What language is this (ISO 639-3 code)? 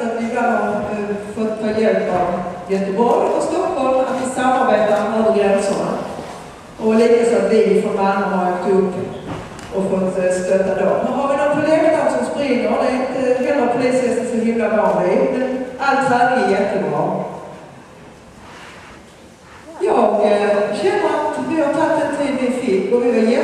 swe